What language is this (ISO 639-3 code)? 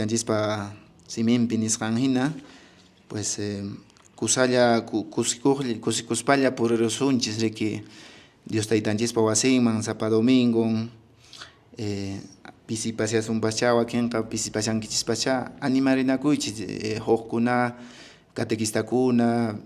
que